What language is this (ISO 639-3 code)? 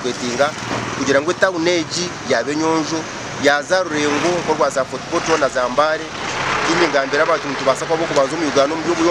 nyn